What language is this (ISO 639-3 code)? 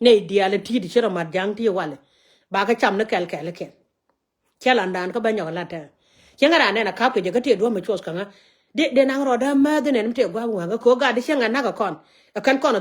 nus